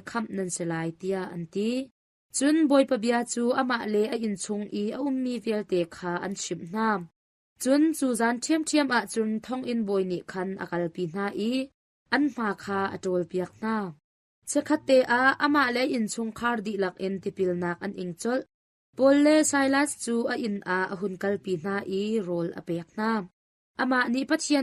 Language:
Hakha Chin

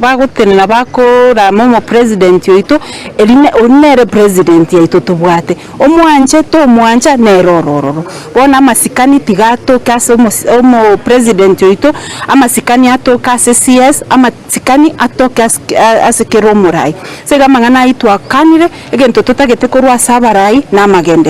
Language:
Gusii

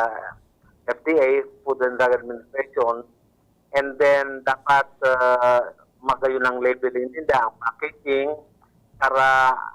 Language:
Bikol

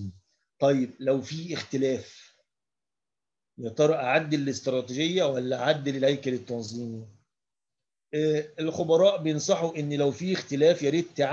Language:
Egyptian Arabic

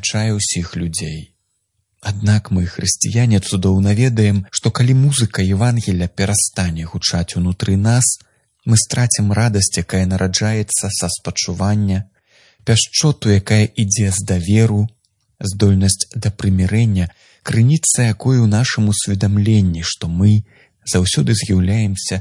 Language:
Belarusian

